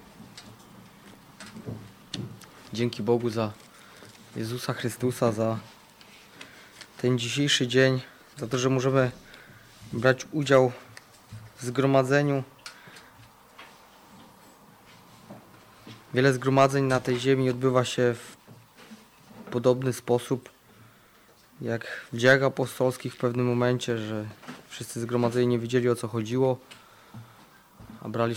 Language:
Polish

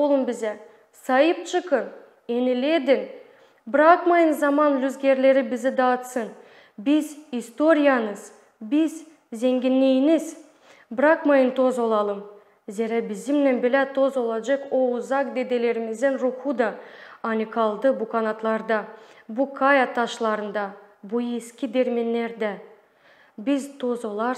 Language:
Gagauz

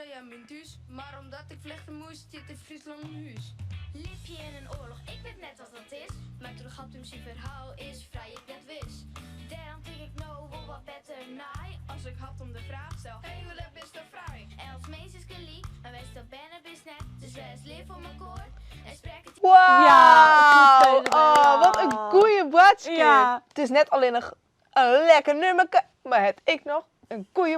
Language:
Western Frisian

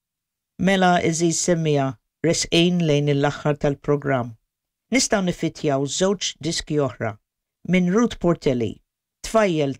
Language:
Maltese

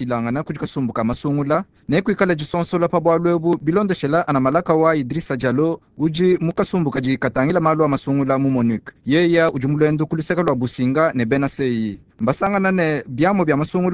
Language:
Luba-Lulua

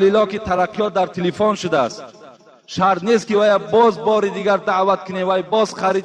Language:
Tajik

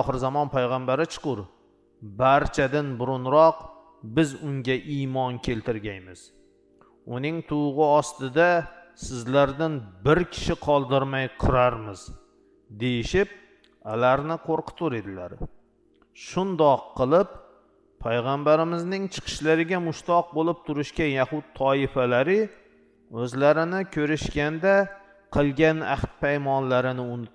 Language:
Uzbek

